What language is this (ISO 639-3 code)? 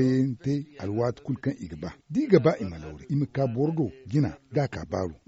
dje